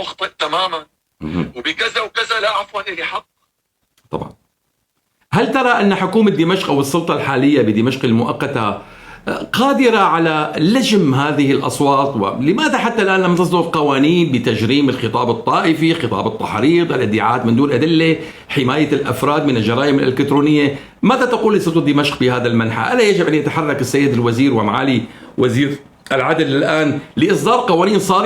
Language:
North Levantine Arabic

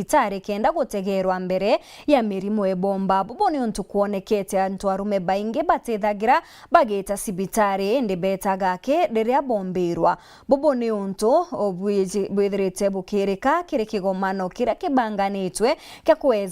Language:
Meru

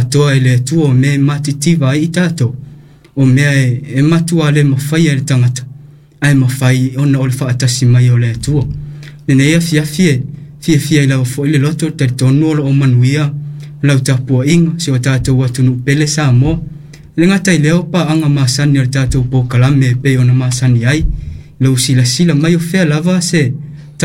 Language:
Samoan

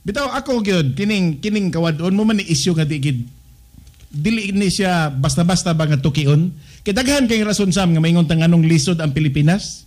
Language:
Cebuano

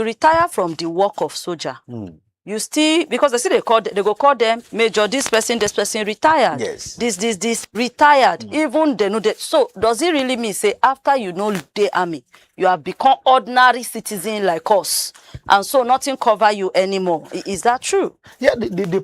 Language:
Nigerian Pidgin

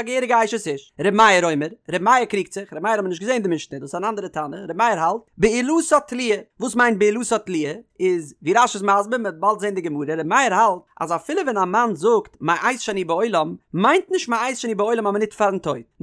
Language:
Yiddish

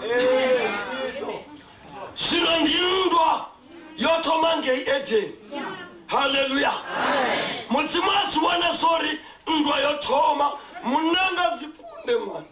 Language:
Venda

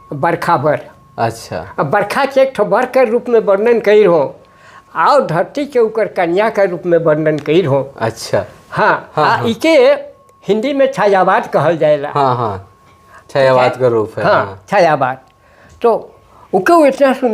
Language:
Sadri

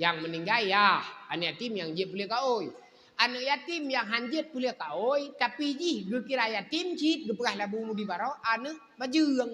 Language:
Achinese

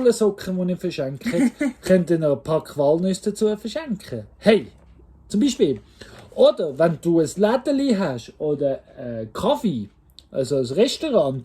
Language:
Swiss German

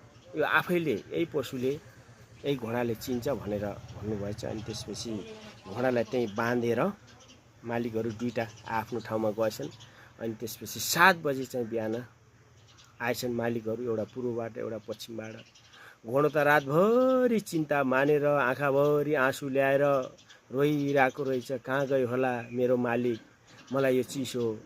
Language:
Nepali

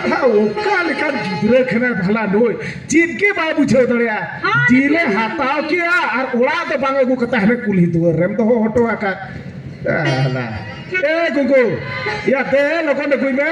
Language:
Santali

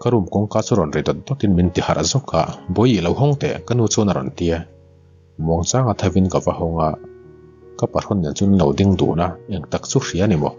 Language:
Mizo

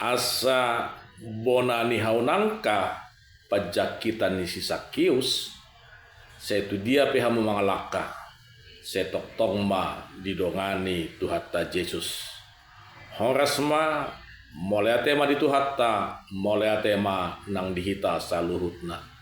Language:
Batak Toba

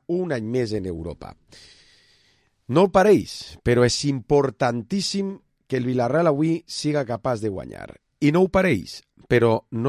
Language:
Catalan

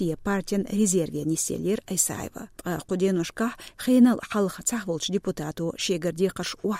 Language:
Chechen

